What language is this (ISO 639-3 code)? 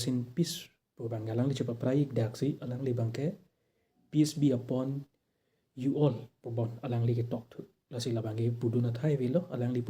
mjw